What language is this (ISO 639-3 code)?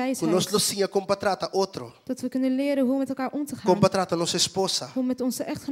pap